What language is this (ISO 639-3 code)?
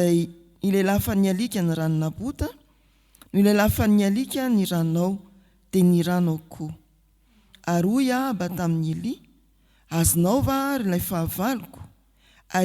mlg